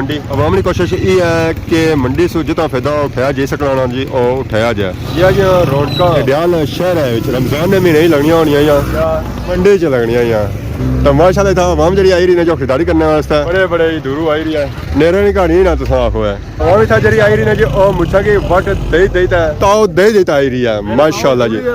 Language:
Pahari-Potwari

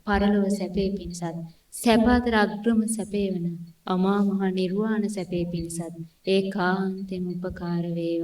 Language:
Sinhala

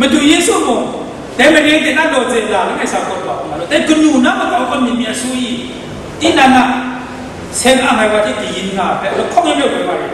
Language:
Kachin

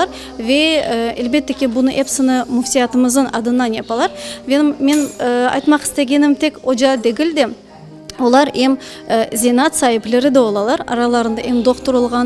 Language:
Crimean Tatar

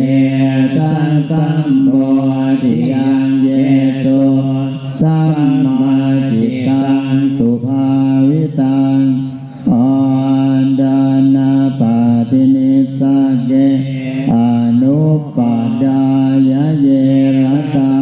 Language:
Pali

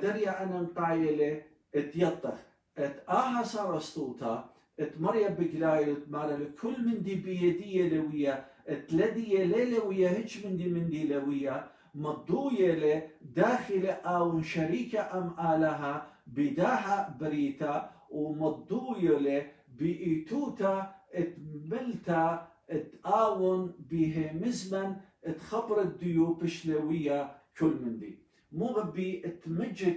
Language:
Assyrian Neo-Aramaic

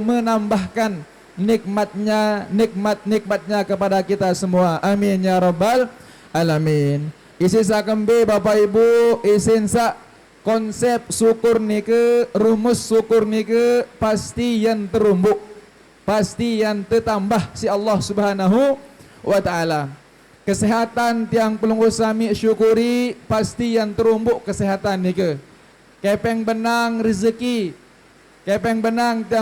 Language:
Sasak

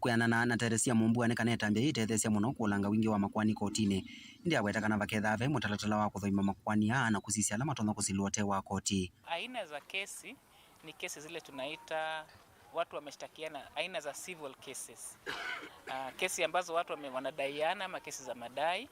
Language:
Kamba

